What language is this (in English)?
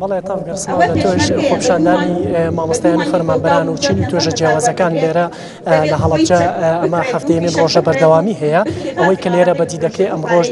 Central Kurdish